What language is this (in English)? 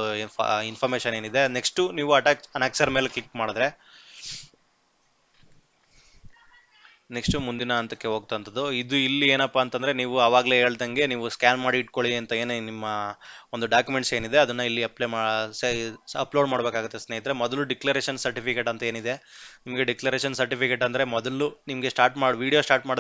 Kannada